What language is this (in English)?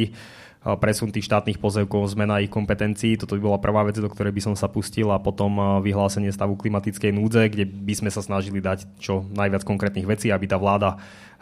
Slovak